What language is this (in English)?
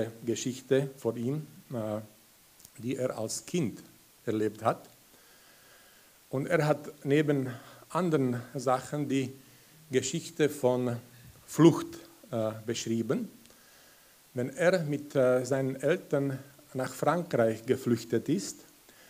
German